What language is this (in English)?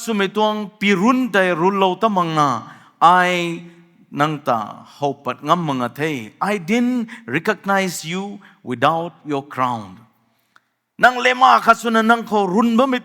Rongmei Naga